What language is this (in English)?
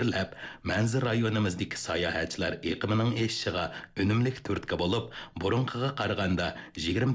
Uyghur